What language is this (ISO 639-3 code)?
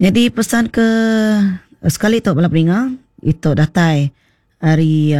iba